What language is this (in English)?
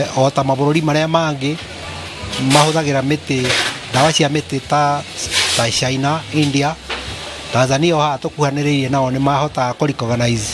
Kikuyu